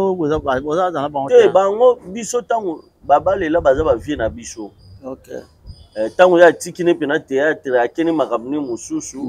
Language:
Lingala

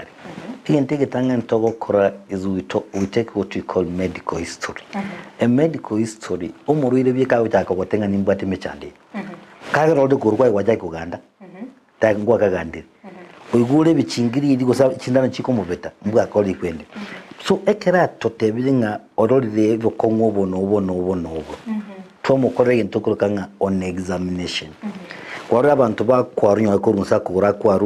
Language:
Gusii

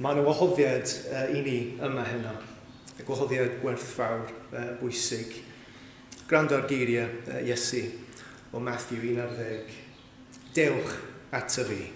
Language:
Welsh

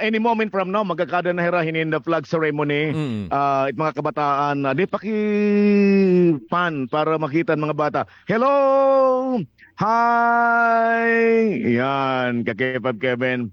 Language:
Waray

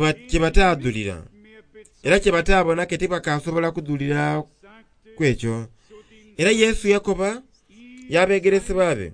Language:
Soga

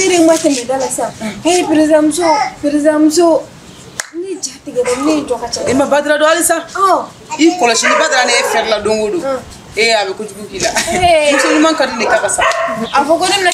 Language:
Bambara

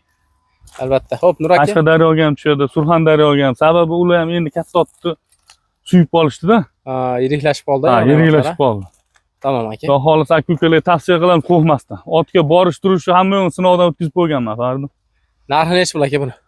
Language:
Uzbek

